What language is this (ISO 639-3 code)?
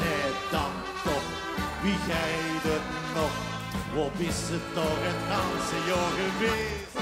lim